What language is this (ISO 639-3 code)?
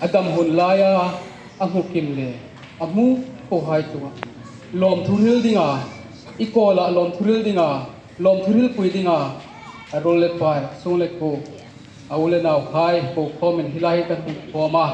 hmr